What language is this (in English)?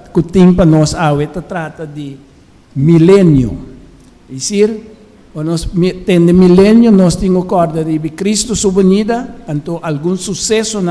Papiamento